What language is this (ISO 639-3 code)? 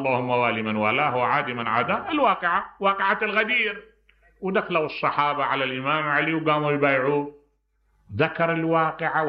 acm